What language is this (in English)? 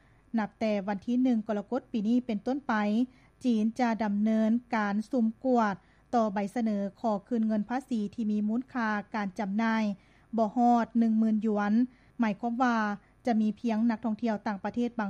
Lao